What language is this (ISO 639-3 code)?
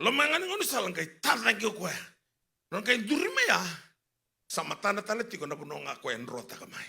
fij